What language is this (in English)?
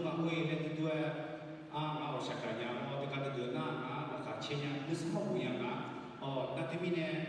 Akha